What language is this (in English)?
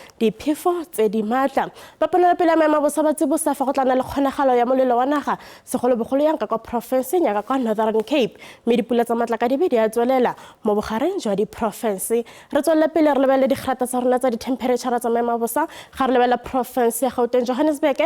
Tswana